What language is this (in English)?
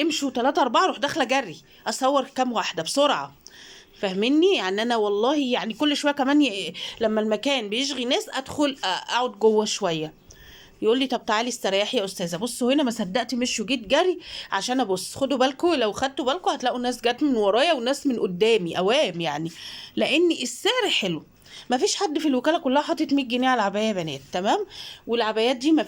Egyptian Arabic